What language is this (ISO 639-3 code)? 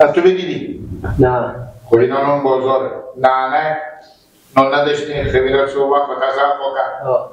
fas